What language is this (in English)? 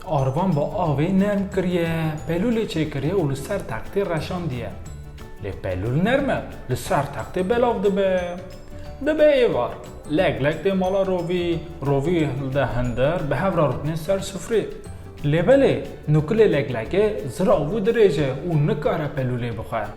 Kurdish